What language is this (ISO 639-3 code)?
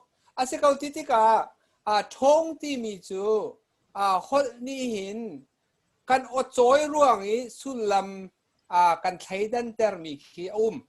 cnh